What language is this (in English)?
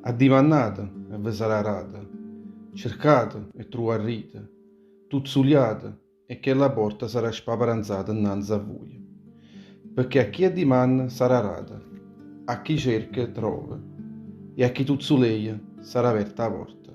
Neapolitan